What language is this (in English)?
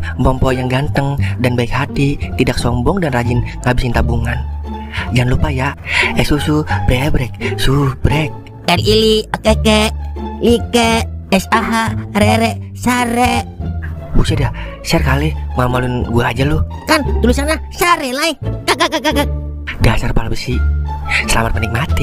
Betawi